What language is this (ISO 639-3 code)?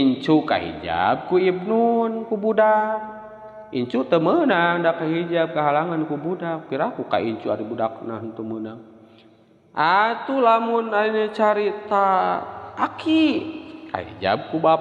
sun